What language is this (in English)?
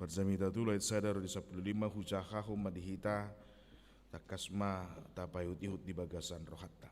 Batak Toba